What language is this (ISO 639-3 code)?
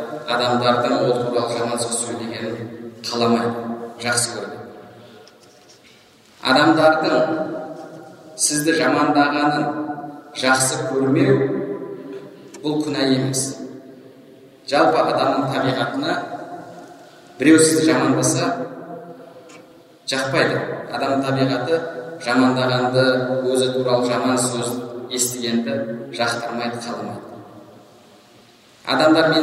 kaz